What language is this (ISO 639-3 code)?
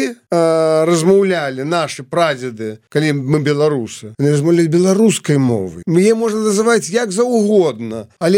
bel